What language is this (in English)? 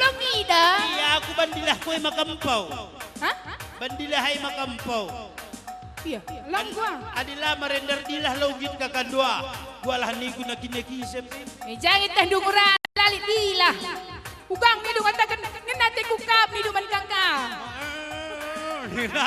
Batak Karo